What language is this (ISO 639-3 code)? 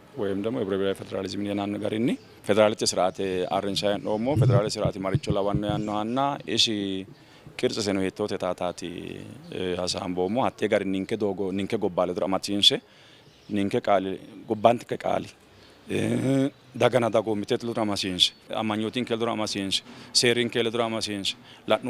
sid